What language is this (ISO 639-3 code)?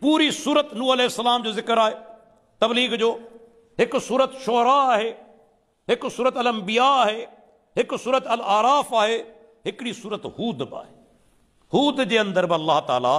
snd